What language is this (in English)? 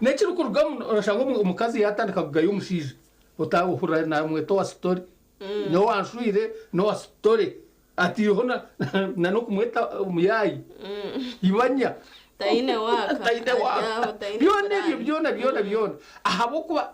Nyankole